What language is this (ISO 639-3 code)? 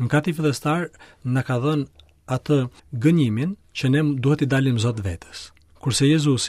sqi